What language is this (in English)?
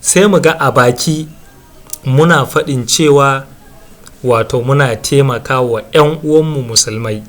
Hausa